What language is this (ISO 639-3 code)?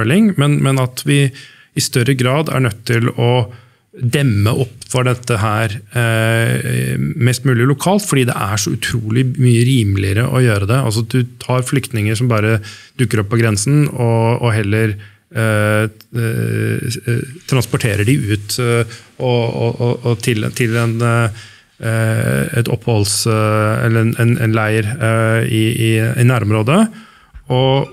nor